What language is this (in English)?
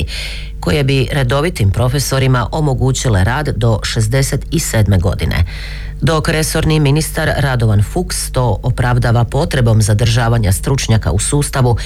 Croatian